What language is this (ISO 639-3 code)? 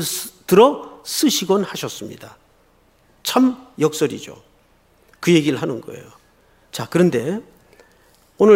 kor